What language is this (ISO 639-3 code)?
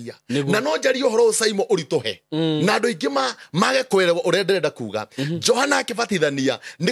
kik